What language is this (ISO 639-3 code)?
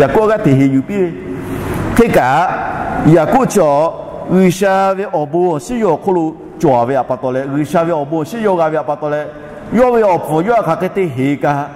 lhu